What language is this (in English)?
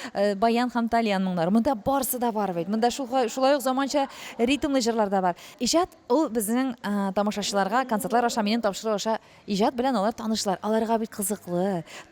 Tatar